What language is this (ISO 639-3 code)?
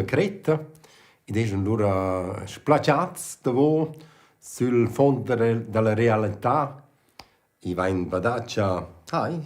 roh